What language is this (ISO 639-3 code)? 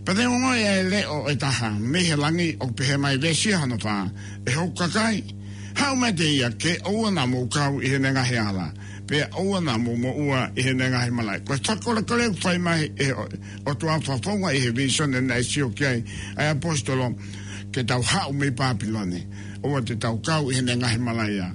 ton